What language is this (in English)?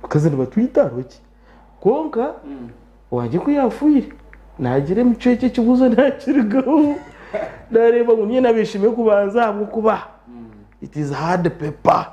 Nyankole